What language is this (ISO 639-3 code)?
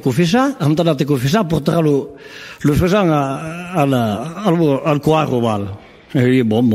oci